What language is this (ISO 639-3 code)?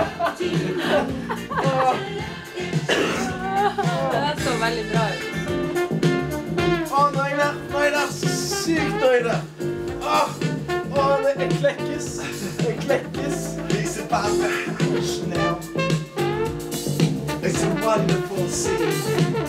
nor